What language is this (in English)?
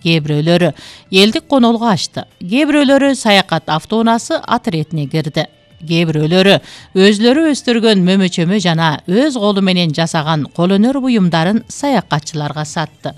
Kyrgyz